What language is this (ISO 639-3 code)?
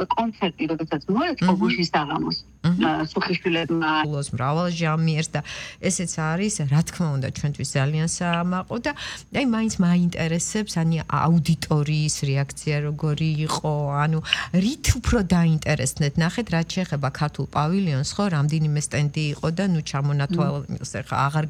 kat